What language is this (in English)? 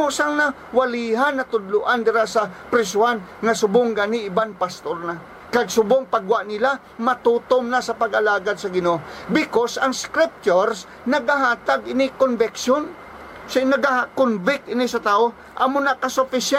Hiligaynon